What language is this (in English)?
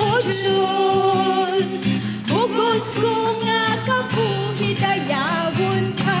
Hiligaynon